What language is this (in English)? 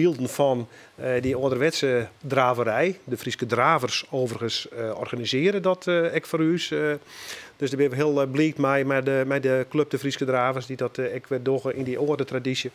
Western Frisian